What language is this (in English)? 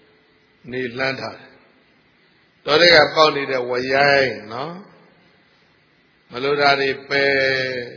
Burmese